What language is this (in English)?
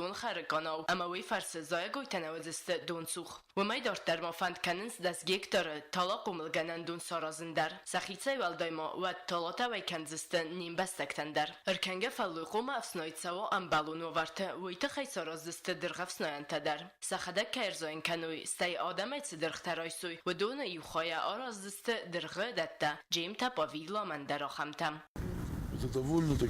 Ossetic